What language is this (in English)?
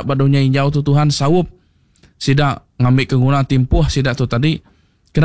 Iban